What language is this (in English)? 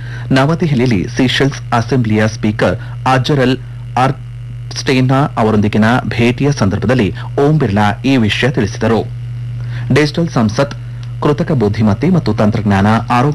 Kannada